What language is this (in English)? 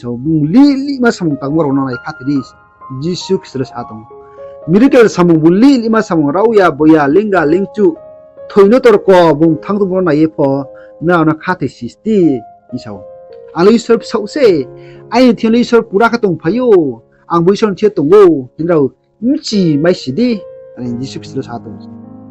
Riang (India)